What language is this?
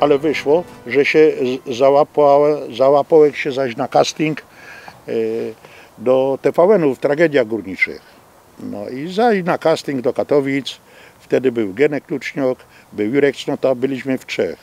Silesian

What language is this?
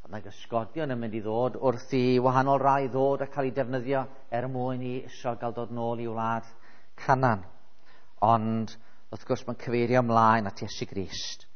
Welsh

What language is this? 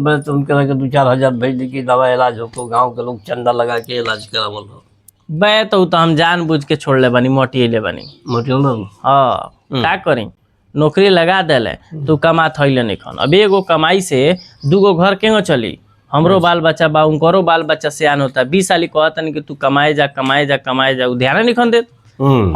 Bhojpuri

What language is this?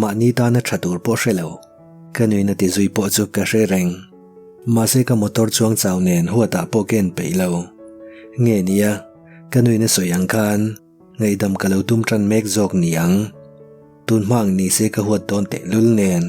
Mizo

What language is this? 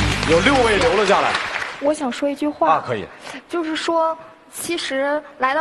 Chinese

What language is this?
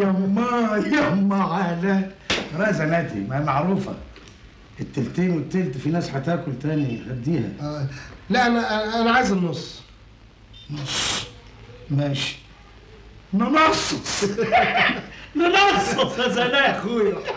Egyptian Arabic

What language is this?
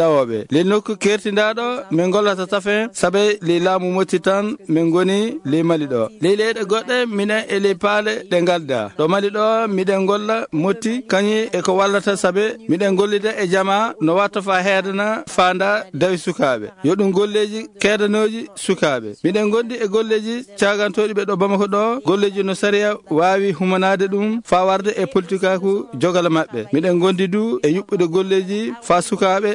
Fula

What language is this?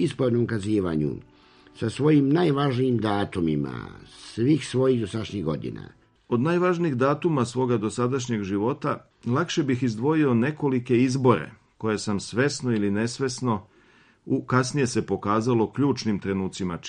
Serbian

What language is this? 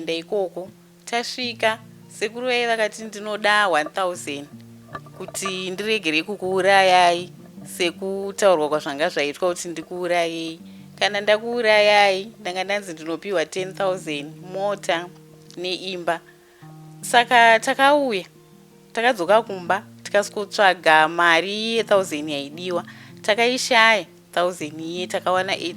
Shona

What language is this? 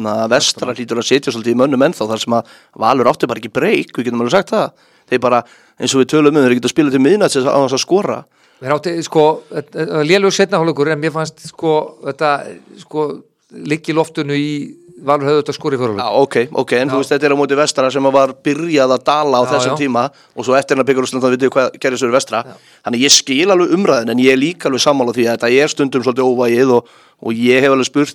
Icelandic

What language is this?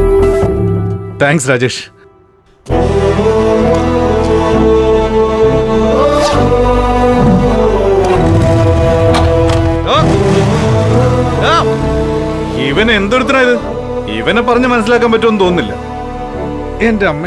Malayalam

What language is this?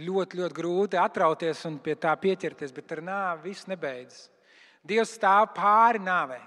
Latvian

